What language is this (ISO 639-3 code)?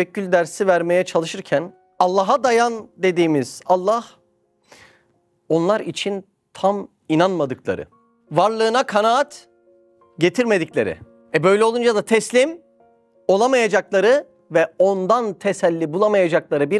tur